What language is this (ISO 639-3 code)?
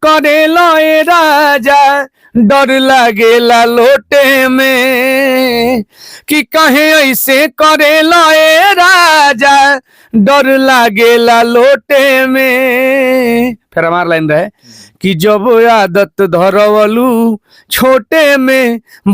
bho